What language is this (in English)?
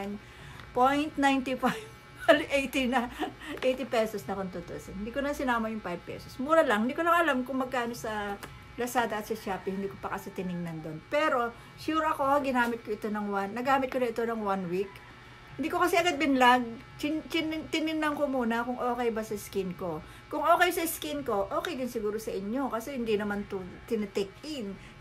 Filipino